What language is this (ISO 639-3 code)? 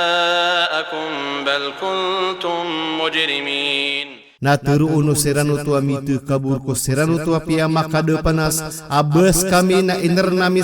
mrw